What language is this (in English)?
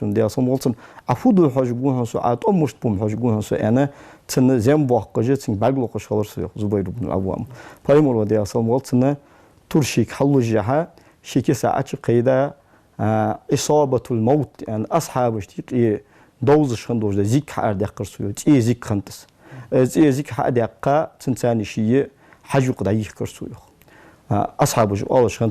Ingush